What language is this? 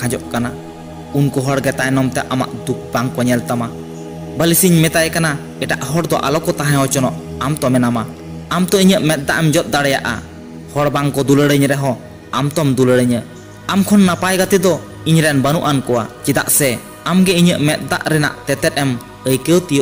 Santali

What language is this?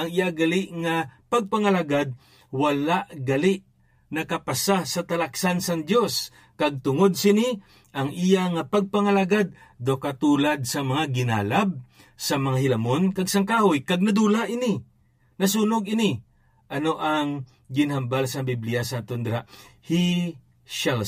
Hiligaynon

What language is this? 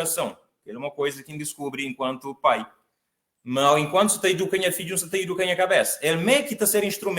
Kabuverdianu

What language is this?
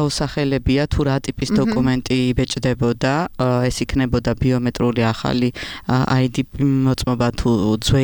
Georgian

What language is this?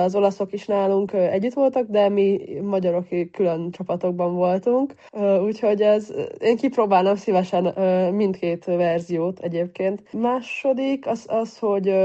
Hungarian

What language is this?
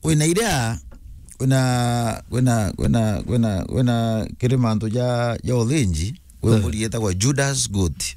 Meru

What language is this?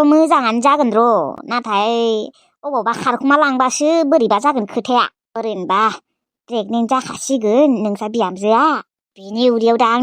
Bodo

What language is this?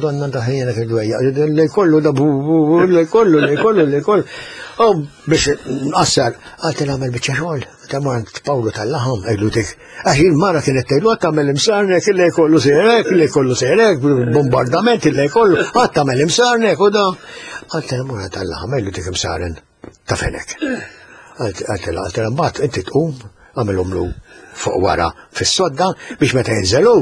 Maltese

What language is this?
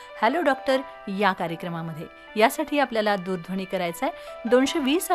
Marathi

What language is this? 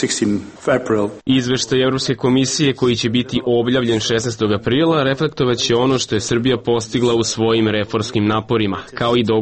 Serbian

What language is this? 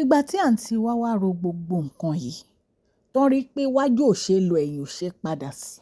Yoruba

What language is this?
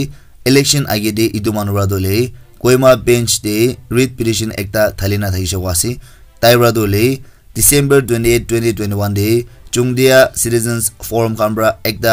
Naga Pidgin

